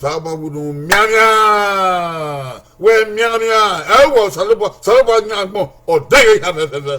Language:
Bini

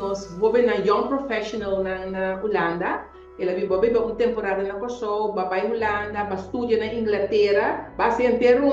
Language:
Papiamento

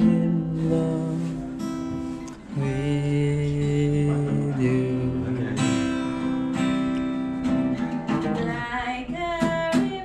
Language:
Indonesian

